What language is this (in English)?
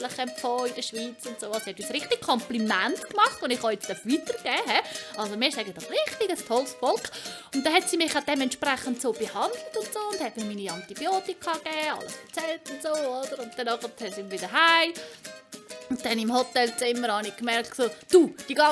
Swiss German